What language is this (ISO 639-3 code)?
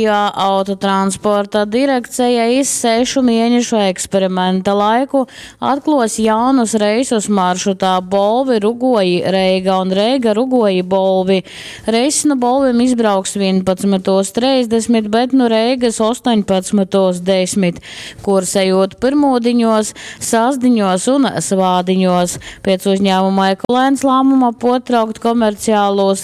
ltg